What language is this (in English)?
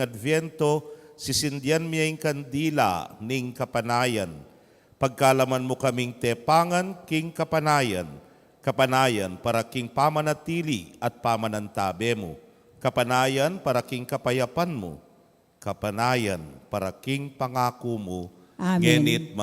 Pampanga